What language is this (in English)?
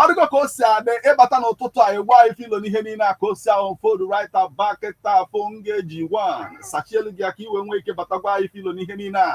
Igbo